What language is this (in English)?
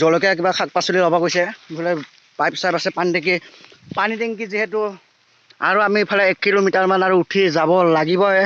Assamese